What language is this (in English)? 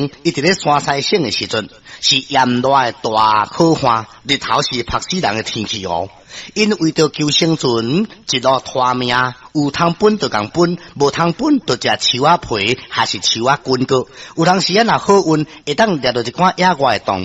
Min Nan Chinese